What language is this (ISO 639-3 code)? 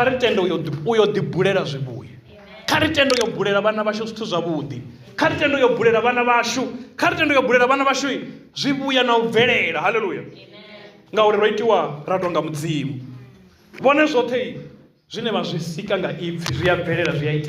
ven